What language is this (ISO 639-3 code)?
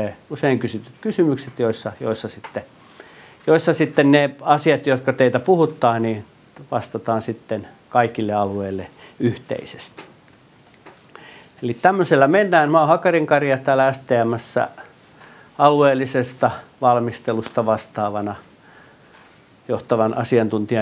fin